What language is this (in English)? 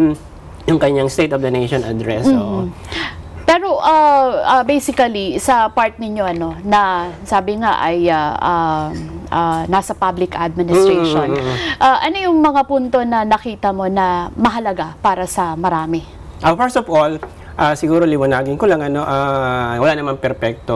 Filipino